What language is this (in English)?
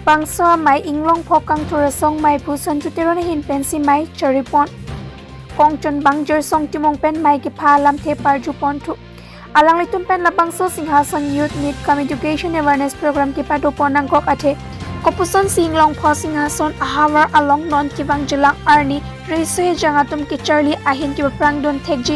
Karbi